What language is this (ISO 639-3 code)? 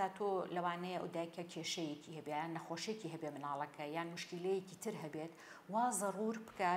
ckb